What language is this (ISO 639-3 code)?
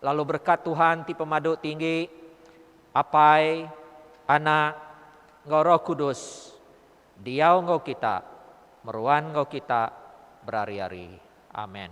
iba